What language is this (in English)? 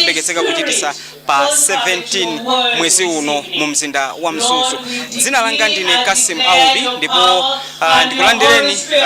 Nyanja